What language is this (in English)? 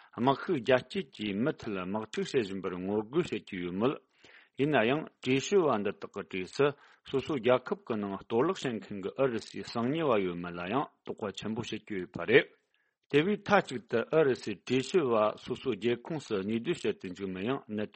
Tibetan